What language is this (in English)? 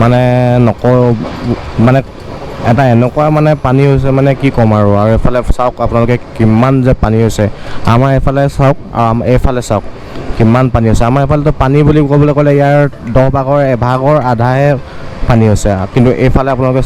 Assamese